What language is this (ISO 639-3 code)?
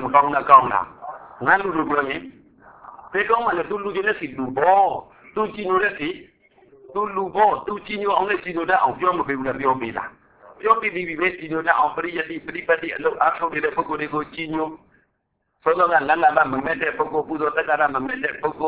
mya